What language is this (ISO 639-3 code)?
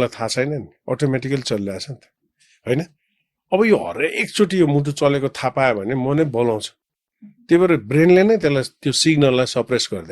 nep